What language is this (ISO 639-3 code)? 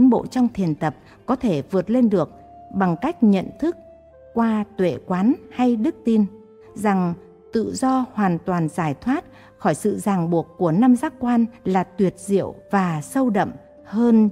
vie